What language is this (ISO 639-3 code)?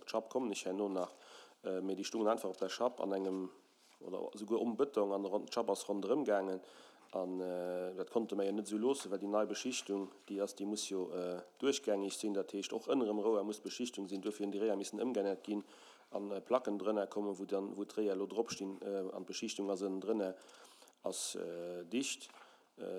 ltz